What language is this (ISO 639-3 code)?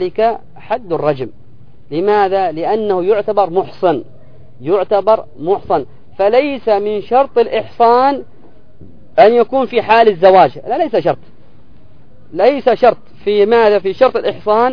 ara